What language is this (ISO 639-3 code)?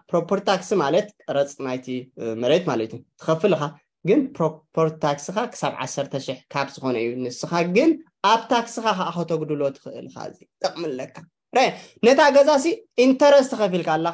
tir